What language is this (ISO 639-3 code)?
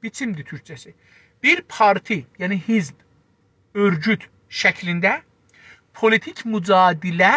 azb